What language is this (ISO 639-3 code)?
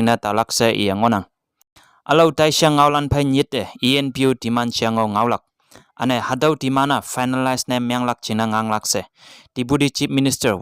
nbe